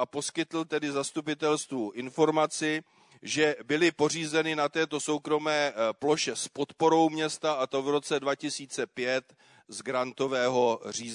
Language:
Czech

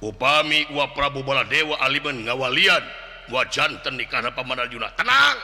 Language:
Sundanese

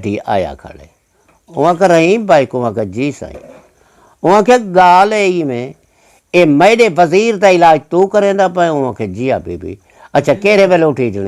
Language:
Saraiki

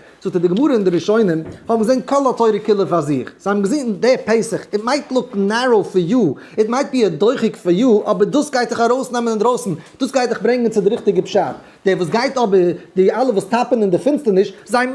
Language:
Yiddish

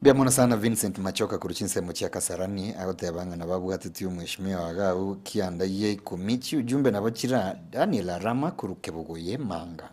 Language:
Gusii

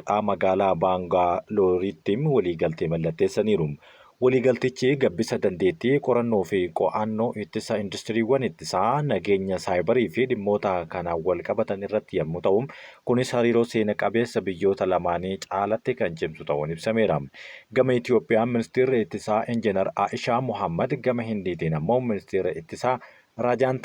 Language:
Oromo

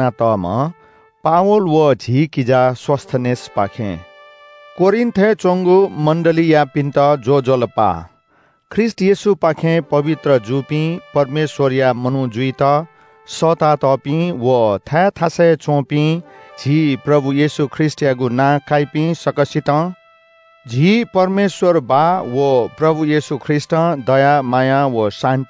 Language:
Newari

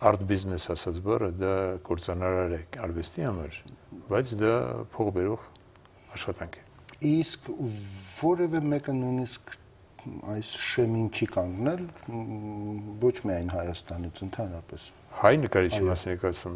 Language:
Armenian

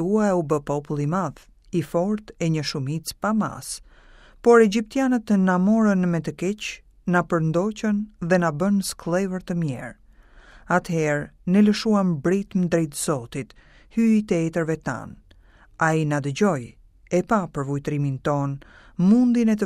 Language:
Albanian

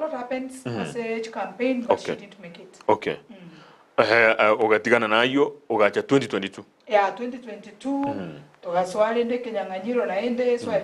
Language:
Gusii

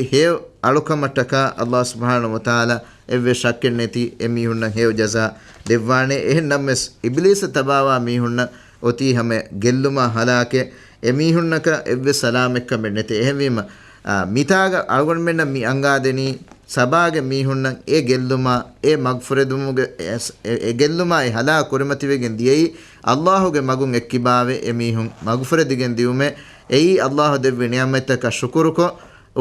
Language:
Divehi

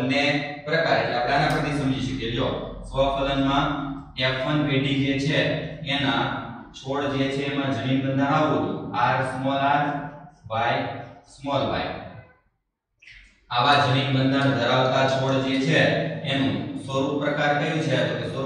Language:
Gujarati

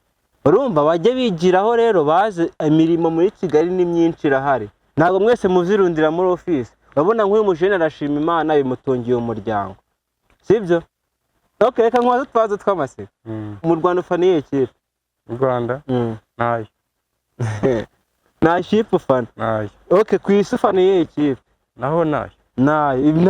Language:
Kinyarwanda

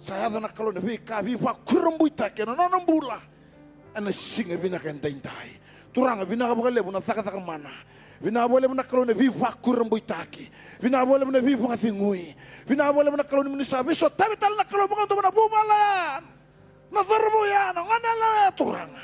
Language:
Fijian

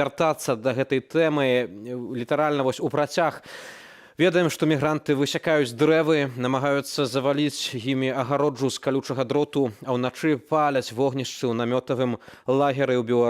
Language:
Belarusian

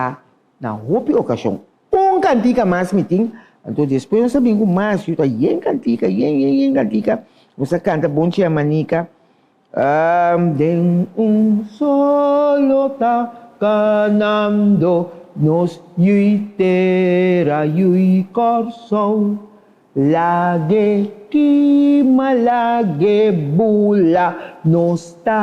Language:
Papiamento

